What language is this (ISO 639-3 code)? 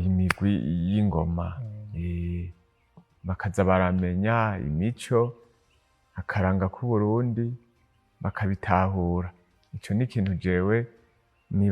run